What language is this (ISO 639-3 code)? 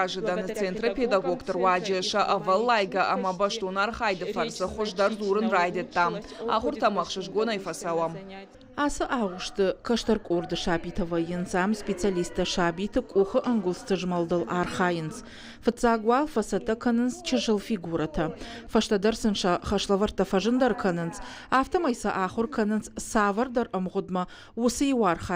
oss